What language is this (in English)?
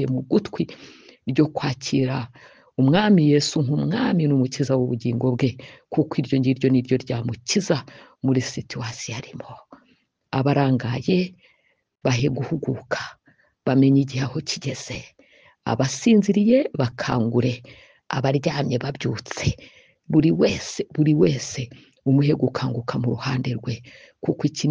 Kinyarwanda